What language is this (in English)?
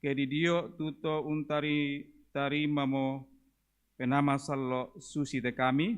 Toraja-Sa'dan